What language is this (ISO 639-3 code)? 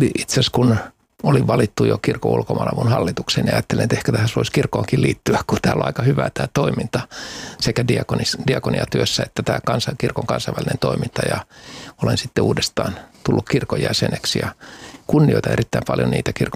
fin